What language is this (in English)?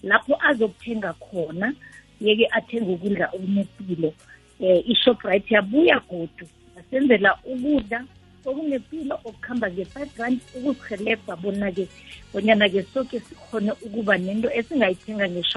South Ndebele